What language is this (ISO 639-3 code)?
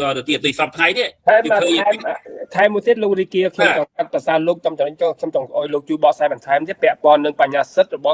khm